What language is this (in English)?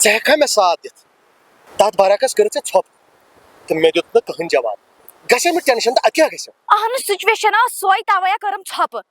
Kashmiri